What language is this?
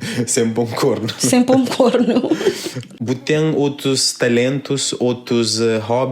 Kabuverdianu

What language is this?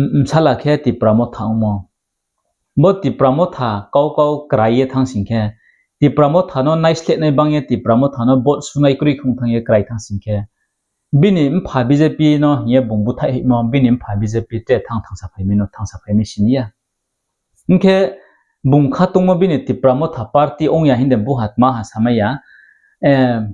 Riang (India)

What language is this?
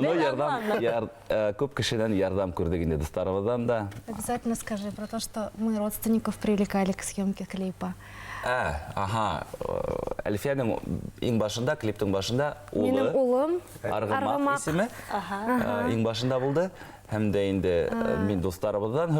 Bashkir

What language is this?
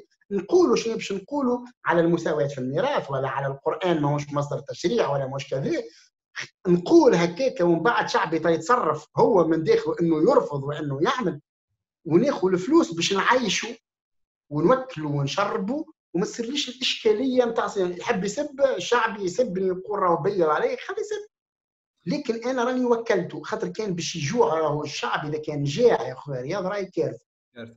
Tunisian Arabic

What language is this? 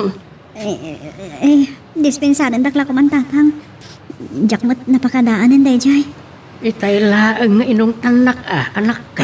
Iloko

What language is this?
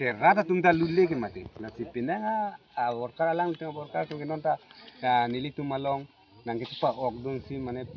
Karbi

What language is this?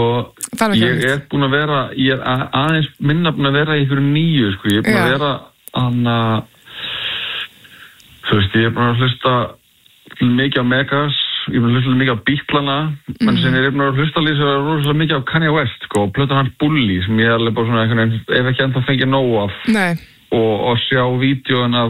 Icelandic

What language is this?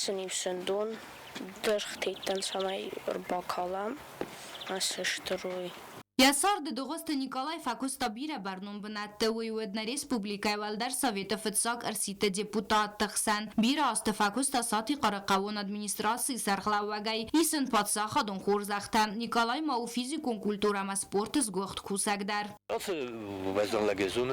Ossetic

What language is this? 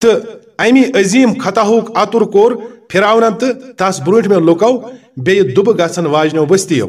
Kashmiri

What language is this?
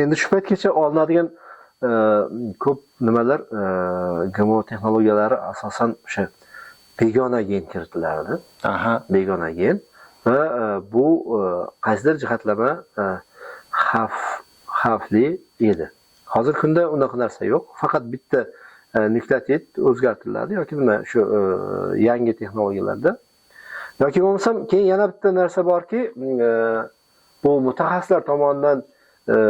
Uzbek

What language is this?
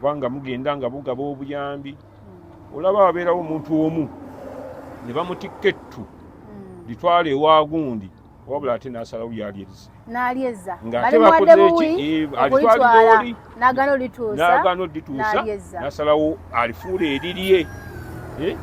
Ganda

